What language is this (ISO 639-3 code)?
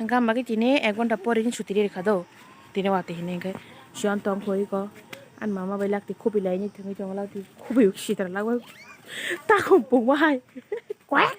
trp